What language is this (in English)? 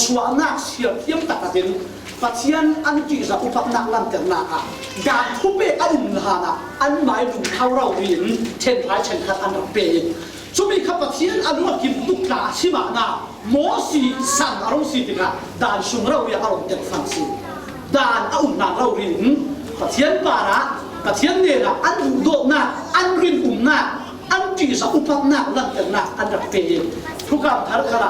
Falam Chin